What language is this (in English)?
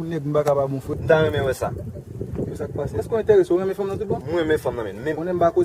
Haitian Creole